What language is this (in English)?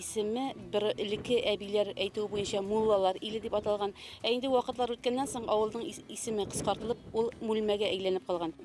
Tatar